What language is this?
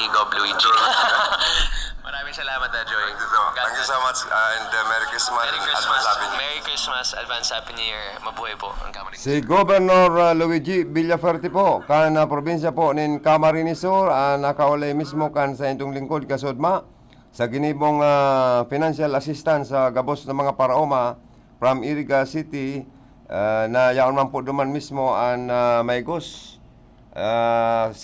Bikol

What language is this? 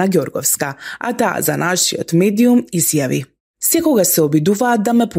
Macedonian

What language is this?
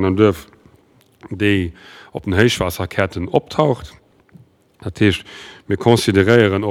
Luxembourgish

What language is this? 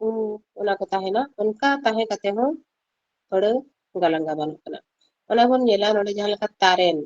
Santali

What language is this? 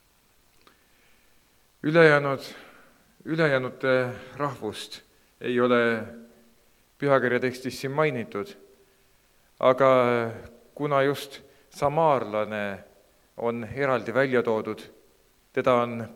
Estonian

